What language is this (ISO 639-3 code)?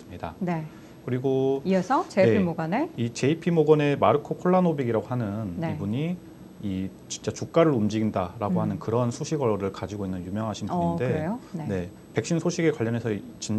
kor